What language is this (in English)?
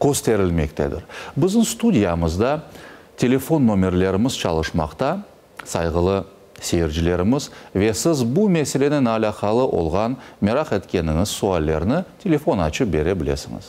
Crimean Tatar